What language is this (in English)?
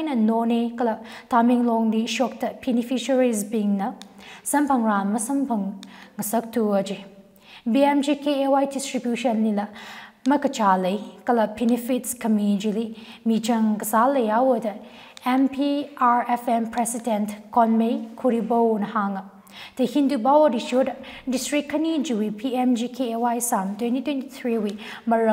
Tangkhul Naga (India)